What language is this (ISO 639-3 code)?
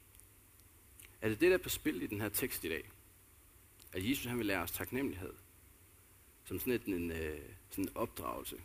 dan